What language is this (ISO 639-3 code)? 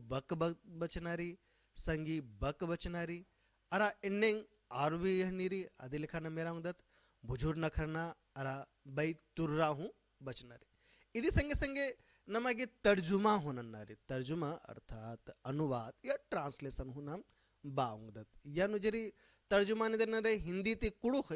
kru